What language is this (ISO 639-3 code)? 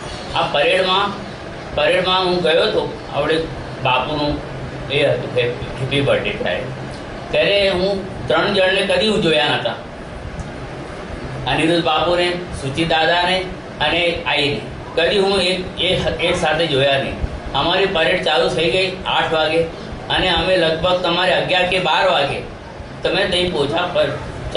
guj